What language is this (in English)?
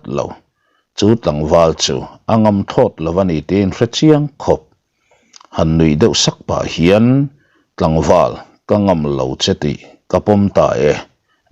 Mizo